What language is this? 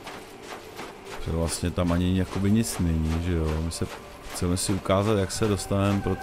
Czech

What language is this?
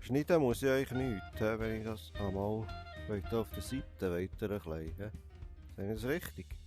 Swiss German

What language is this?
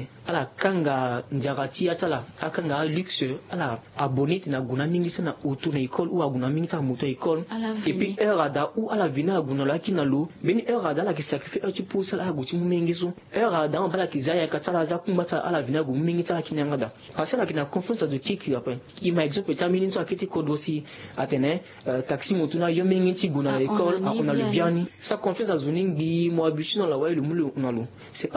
Sango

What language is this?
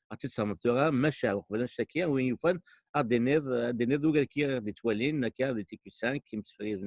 Kabyle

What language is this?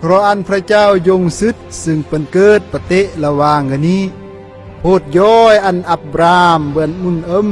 Khmu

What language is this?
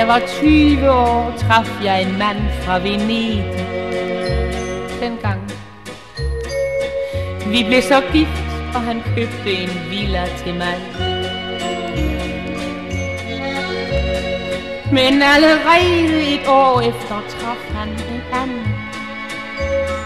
Danish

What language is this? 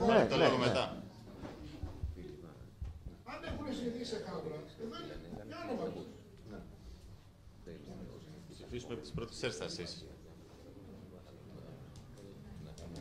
Greek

